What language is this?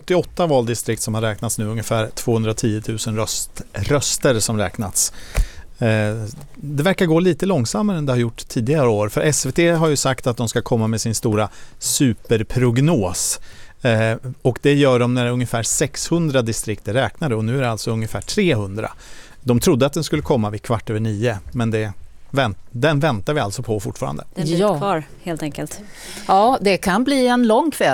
Swedish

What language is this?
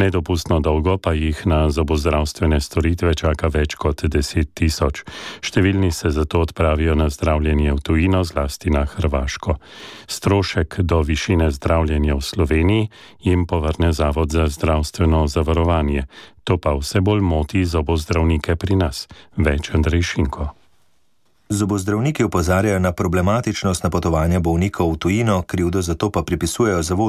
Slovenian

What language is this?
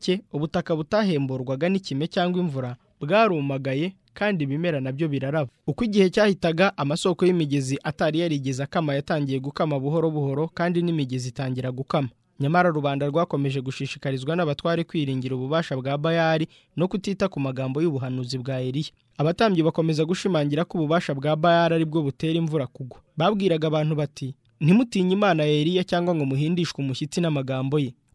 Kinyarwanda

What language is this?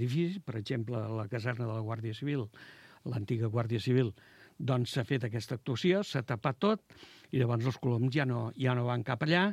Catalan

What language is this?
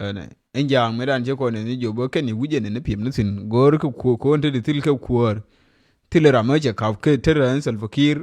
Nuer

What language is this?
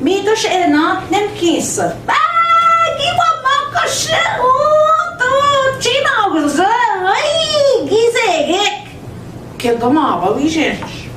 Central Ojibwa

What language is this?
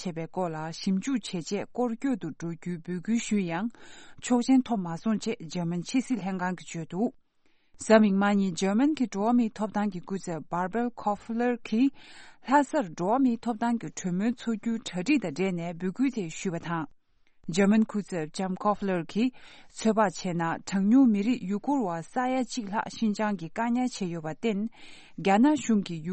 Tibetan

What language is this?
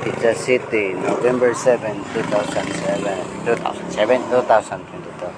Cebuano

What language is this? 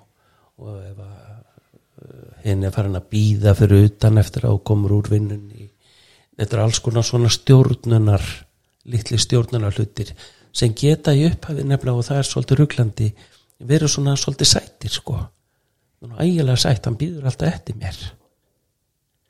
Icelandic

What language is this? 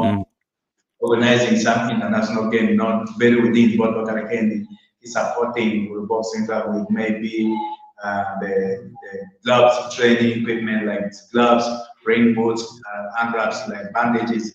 Acoli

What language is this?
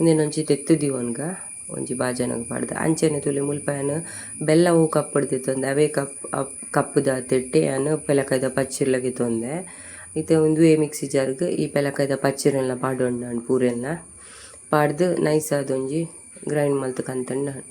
Tulu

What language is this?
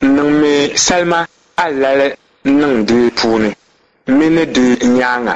Dagbani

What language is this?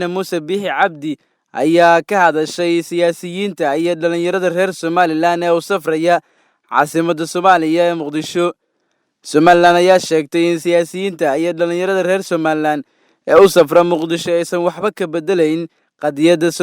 Somali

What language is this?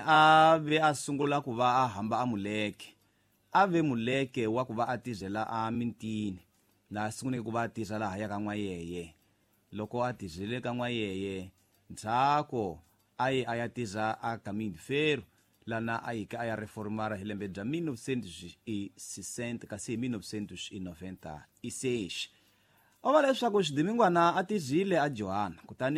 Tsonga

